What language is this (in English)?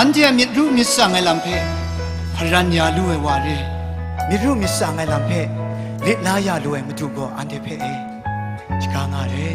Kachin